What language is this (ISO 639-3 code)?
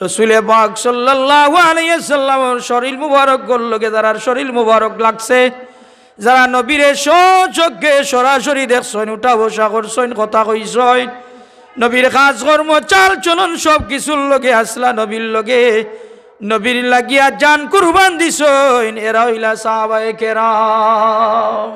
syl